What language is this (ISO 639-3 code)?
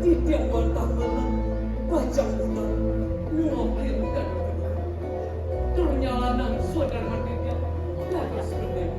ban